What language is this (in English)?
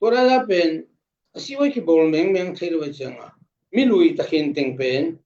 Tedim Chin